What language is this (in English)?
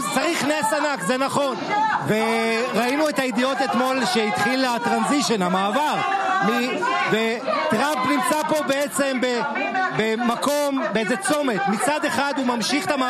Hebrew